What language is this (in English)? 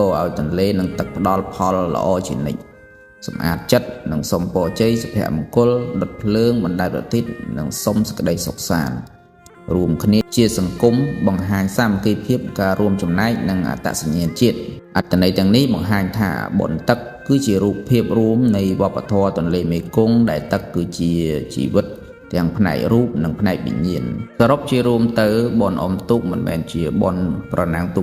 Khmer